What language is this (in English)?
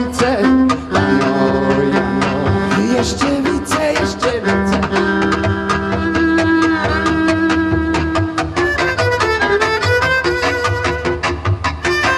Hungarian